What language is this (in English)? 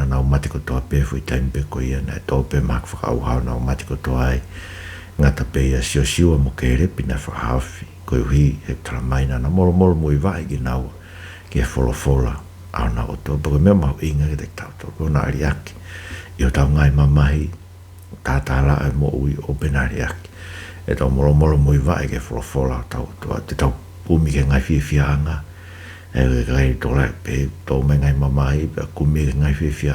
Tongan